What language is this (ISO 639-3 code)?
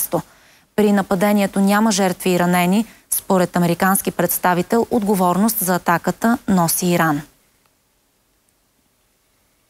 bul